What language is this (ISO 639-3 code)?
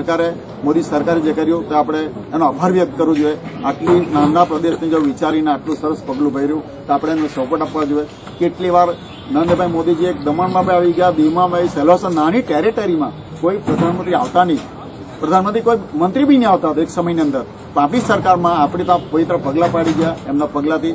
guj